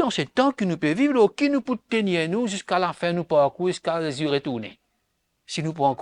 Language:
Morisyen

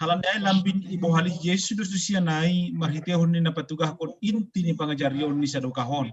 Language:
Batak Simalungun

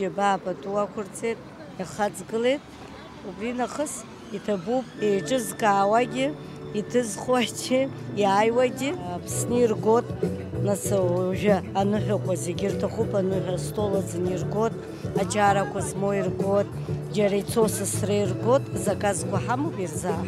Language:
Abkhazian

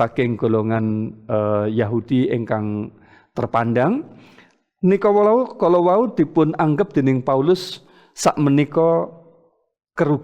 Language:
Javanese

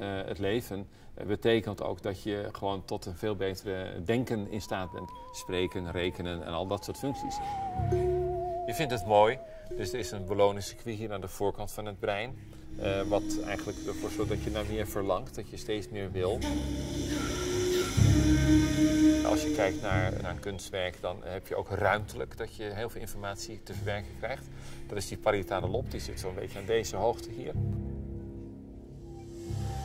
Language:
Dutch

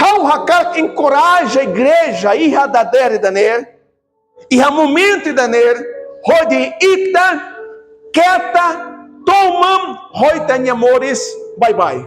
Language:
Tetum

